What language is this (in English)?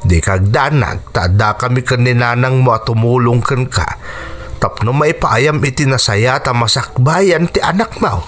Iloko